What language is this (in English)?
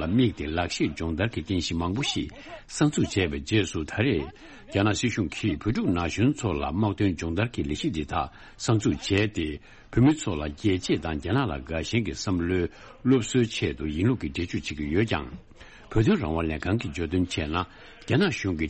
Tibetan